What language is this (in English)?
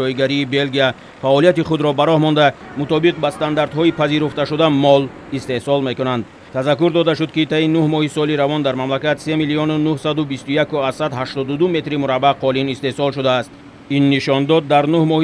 Tajik